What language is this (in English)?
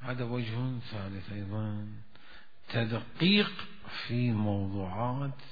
Mesopotamian Arabic